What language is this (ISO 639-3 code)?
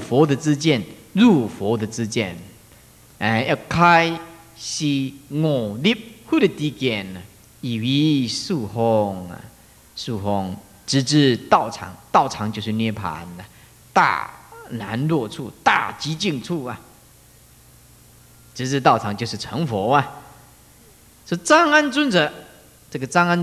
zho